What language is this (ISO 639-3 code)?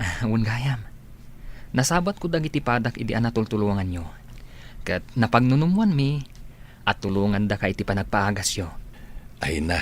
ilo